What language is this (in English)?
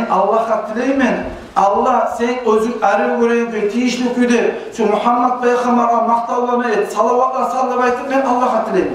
Kumyk